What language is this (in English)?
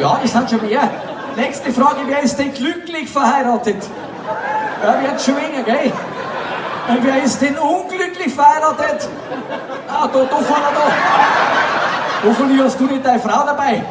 Bavarian